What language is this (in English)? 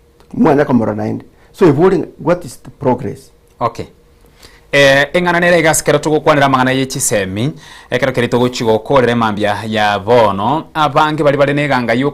Gusii